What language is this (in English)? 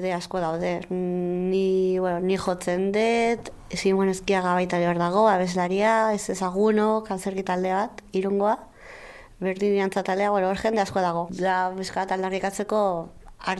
Basque